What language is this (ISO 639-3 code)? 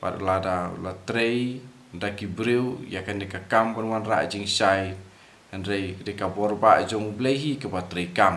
kha